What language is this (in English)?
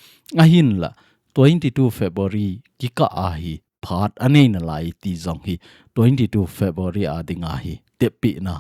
Thado Chin